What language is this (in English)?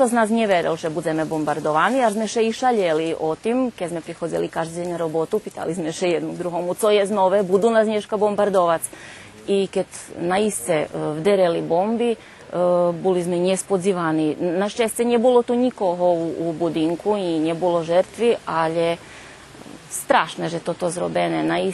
Rusyn